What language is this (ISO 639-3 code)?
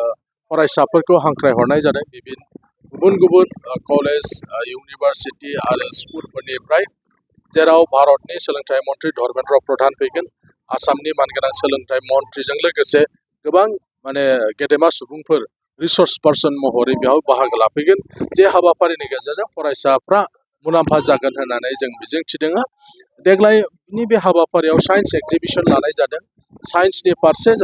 brx